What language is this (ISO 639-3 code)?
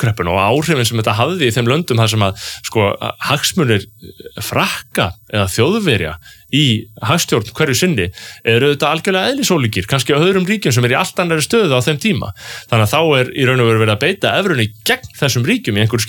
isl